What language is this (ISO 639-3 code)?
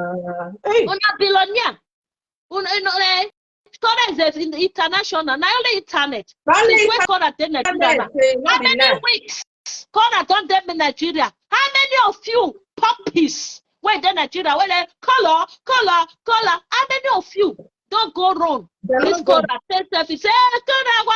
pcm